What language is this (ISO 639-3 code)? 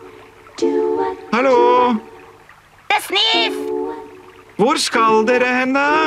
nor